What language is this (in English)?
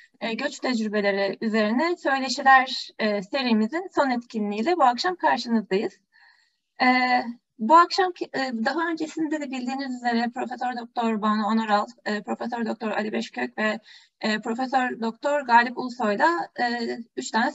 Turkish